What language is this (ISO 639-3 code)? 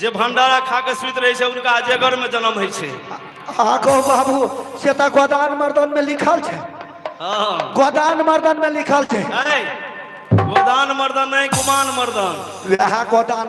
mai